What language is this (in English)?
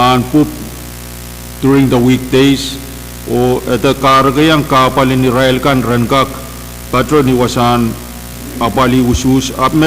Pohnpeian